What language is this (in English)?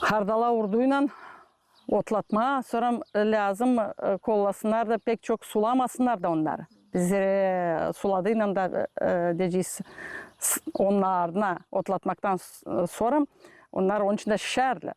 Gagauz